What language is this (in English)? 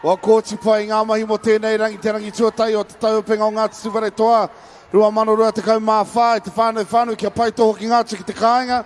Māori